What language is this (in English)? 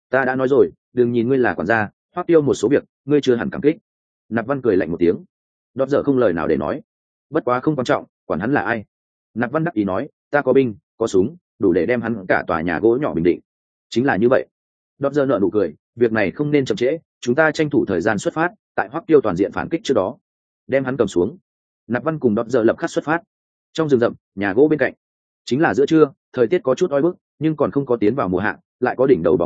Vietnamese